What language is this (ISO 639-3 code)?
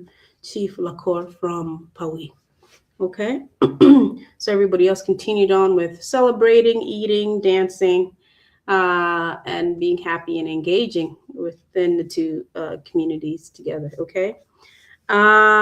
ach